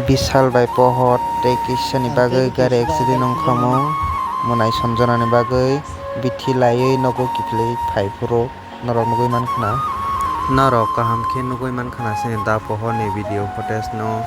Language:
Kok Borok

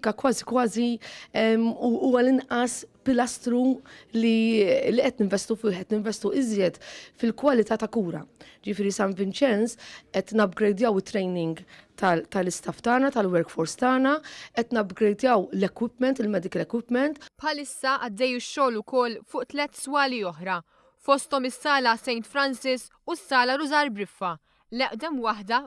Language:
Maltese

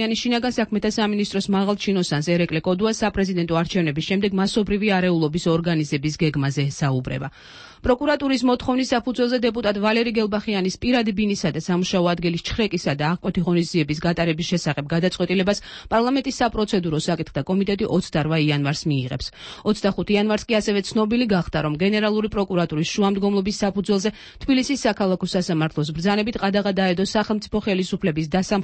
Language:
Georgian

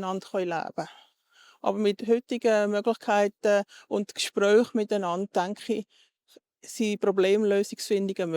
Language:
Swiss German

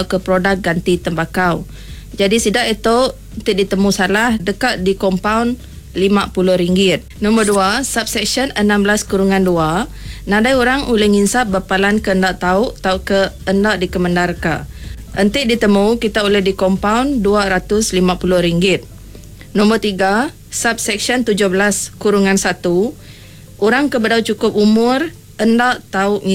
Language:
Iban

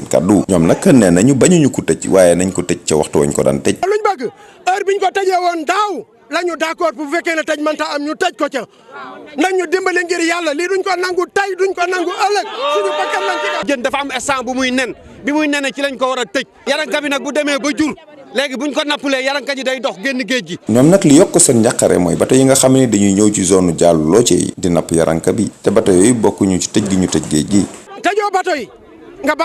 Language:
Wolof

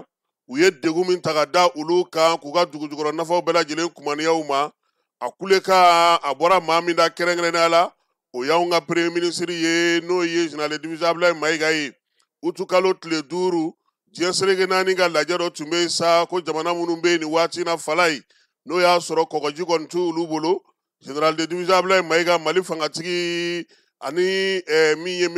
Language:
Bambara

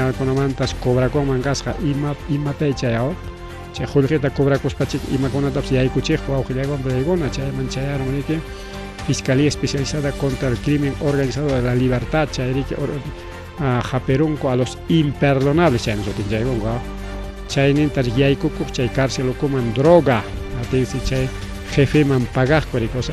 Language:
Ayacucho Quechua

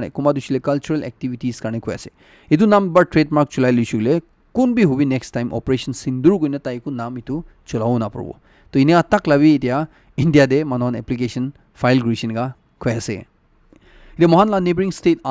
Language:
Naga Pidgin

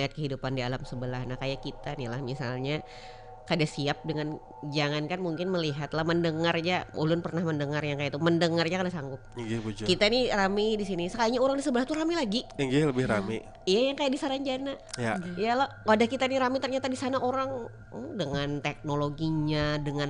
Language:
Banjar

